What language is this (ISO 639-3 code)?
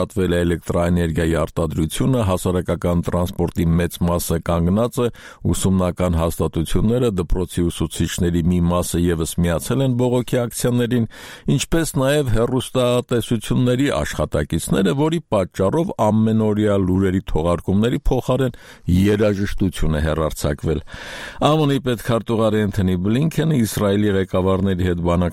hye